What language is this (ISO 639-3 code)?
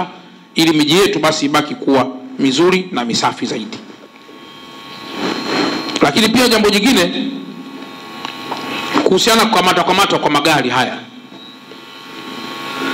swa